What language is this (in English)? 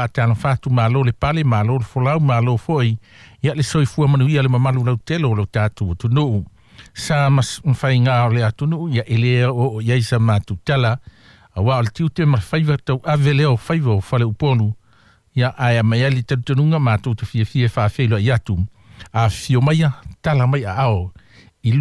Samoan